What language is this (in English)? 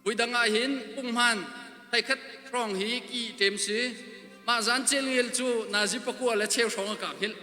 Hakha Chin